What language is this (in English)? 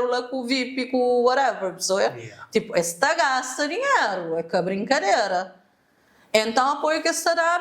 Kabuverdianu